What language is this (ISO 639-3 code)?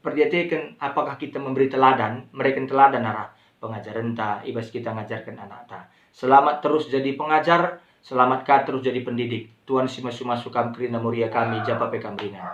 btx